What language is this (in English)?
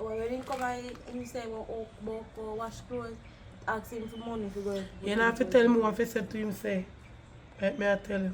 Jamaican Creole English